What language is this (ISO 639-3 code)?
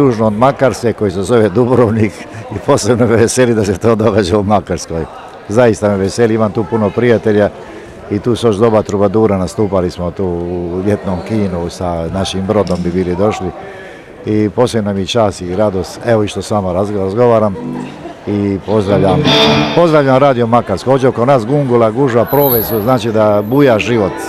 hrv